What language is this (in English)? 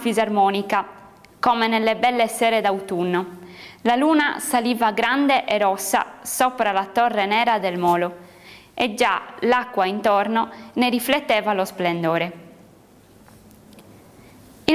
Italian